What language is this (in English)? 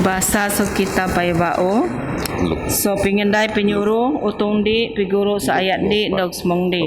Biatah Bidayuh